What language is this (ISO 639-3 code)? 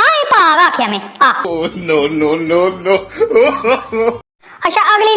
doi